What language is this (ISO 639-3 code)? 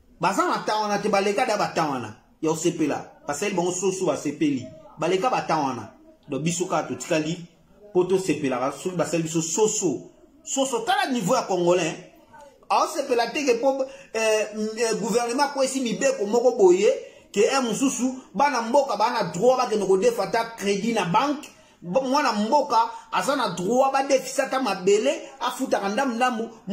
lin